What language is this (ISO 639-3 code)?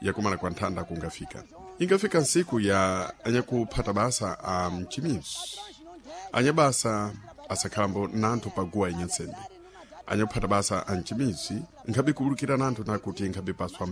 seh